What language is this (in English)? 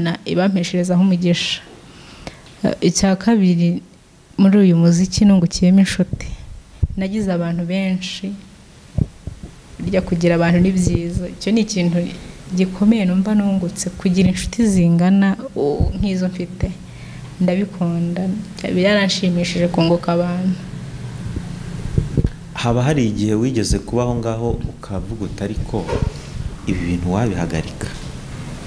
Kinyarwanda